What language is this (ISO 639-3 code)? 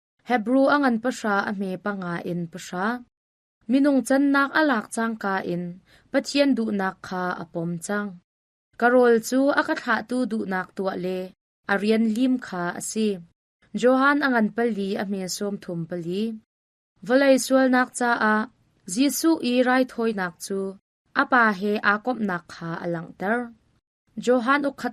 cnh